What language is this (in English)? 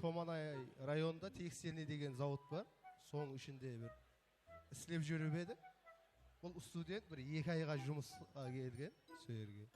Kara-Kalpak